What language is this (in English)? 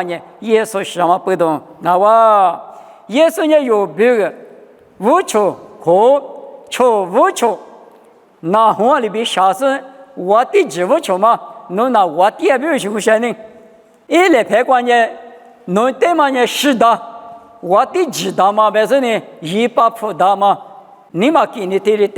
Lisu